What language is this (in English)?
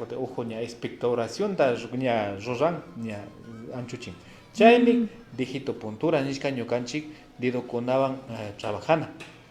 Imbabura Highland Quichua